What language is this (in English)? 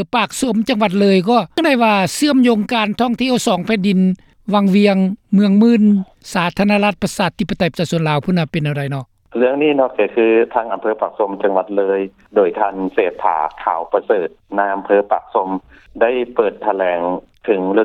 Lao